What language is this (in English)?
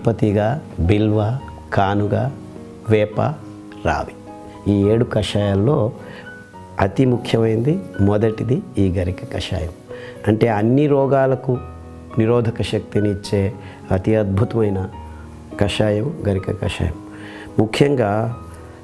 Telugu